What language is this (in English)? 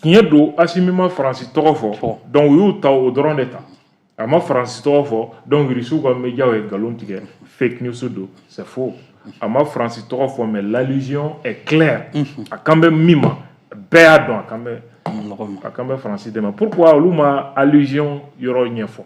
Bambara